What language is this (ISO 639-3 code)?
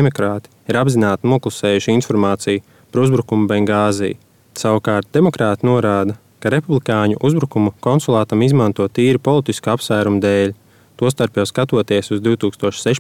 lav